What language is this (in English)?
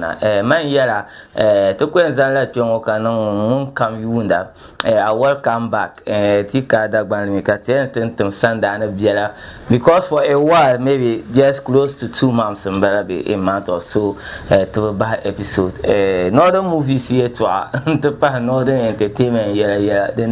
Dagbani